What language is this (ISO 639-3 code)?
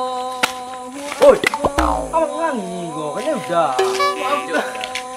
min